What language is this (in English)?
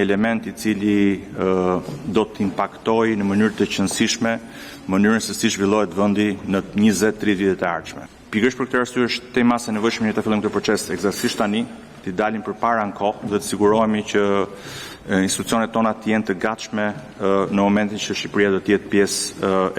Albanian